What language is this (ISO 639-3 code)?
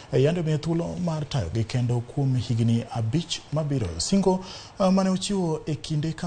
luo